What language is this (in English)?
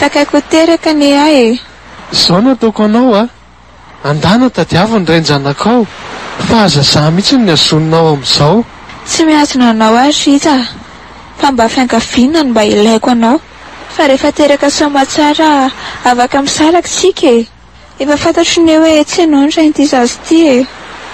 Malagasy